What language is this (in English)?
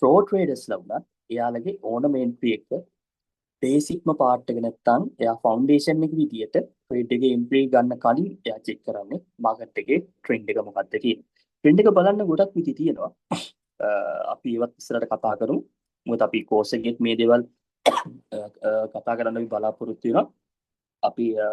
Sinhala